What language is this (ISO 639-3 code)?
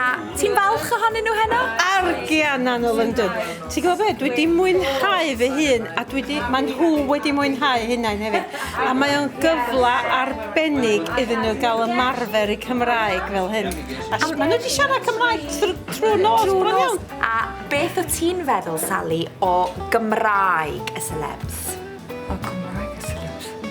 cym